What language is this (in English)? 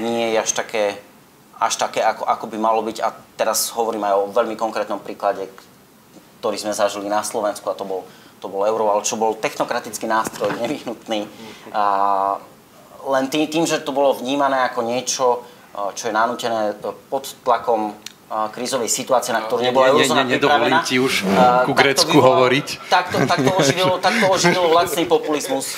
Slovak